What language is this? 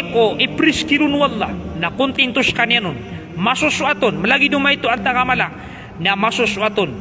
Maranao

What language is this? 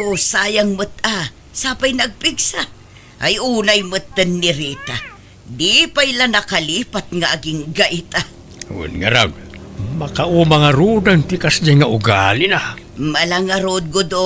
Iloko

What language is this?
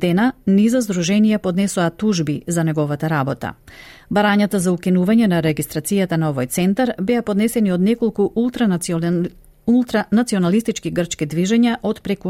Macedonian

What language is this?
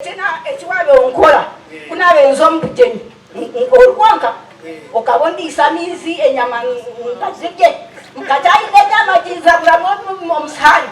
Nyankole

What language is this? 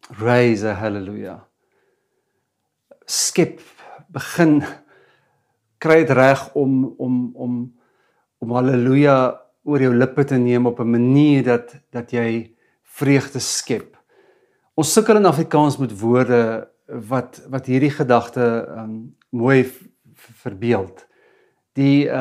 Afrikaans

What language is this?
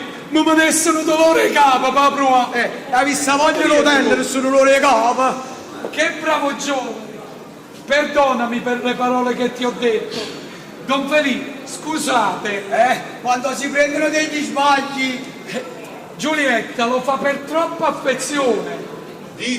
Neapolitan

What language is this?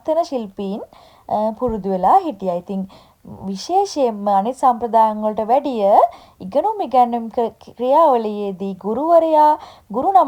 Sinhala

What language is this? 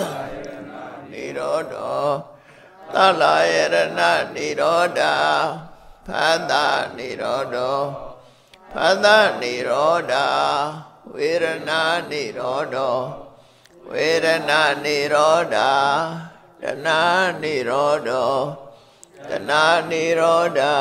Burmese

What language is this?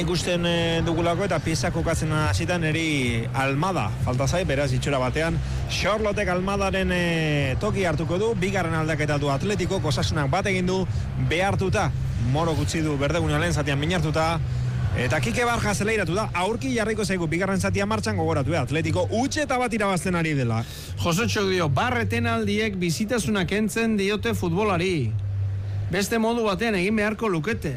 Basque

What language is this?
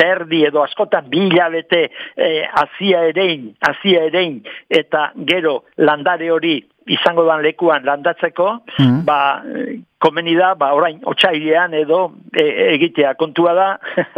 Basque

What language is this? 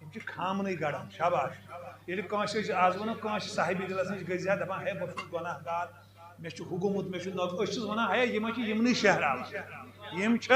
Kashmiri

